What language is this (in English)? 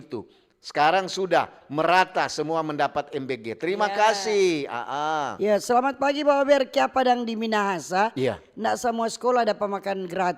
Manado Malay